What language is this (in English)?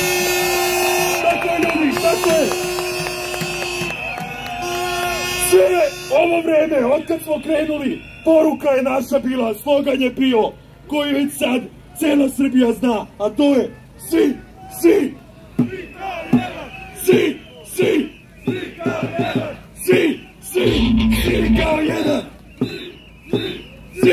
Serbian